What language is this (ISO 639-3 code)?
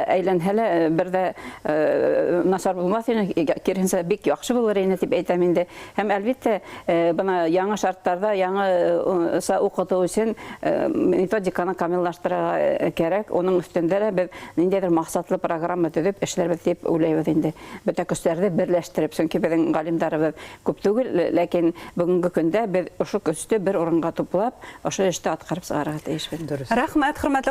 bak